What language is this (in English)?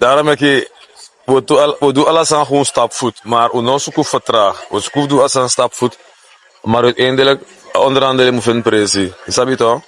Sranan Tongo